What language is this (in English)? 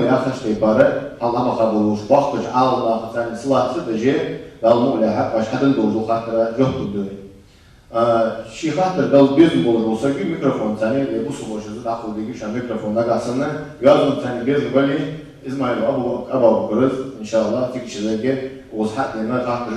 Ingush